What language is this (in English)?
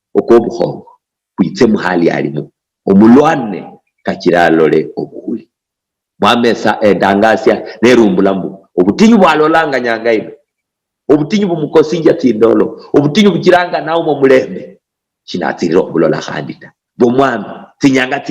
Luyia